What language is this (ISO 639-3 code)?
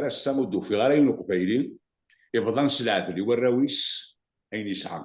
kab